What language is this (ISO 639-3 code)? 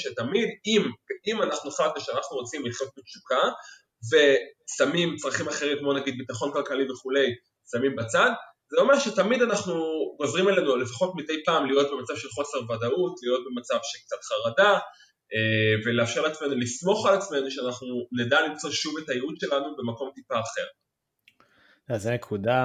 heb